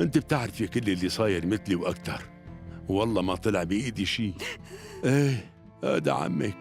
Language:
North Levantine Arabic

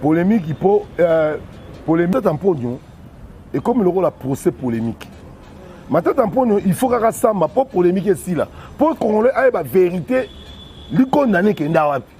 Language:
Lingala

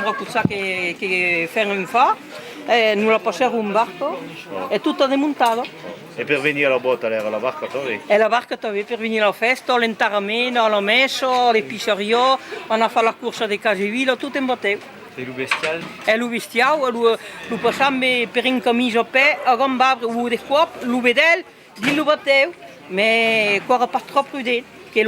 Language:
Occitan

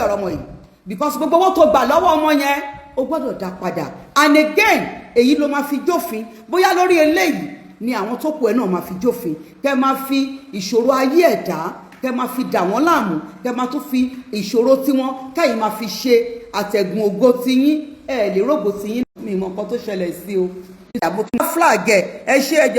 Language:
Yoruba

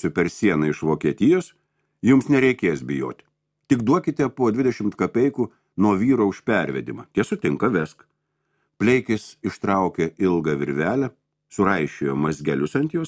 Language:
Lithuanian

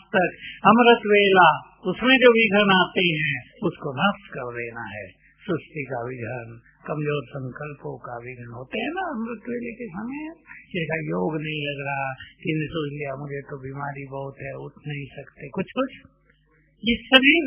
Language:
Hindi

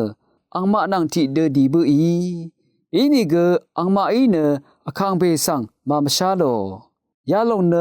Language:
Rawang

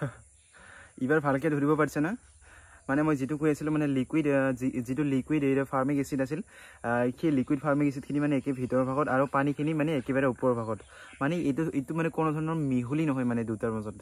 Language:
Assamese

